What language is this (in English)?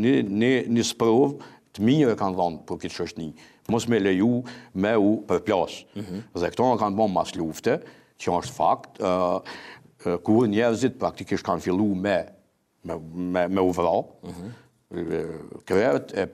Albanian